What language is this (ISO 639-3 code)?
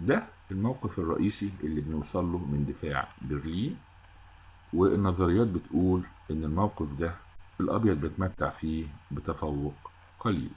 arz